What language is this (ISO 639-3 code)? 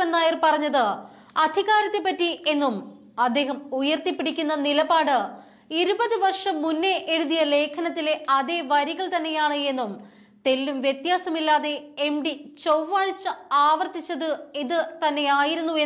mal